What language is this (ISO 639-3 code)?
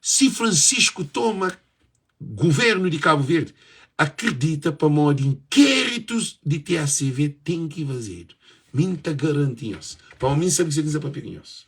kea